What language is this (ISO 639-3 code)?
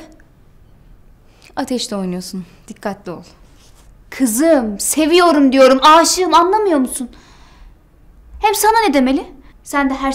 tur